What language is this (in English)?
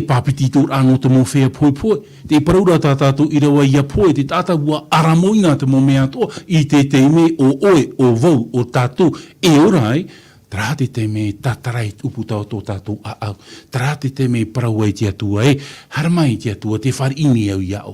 Tahitian